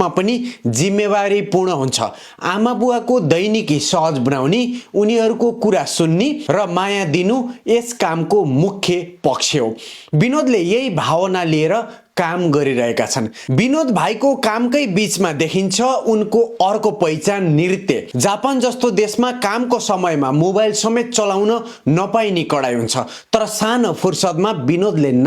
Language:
Nepali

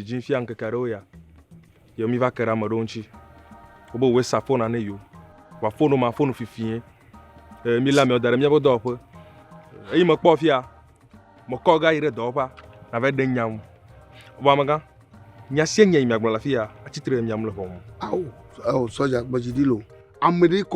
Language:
Ewe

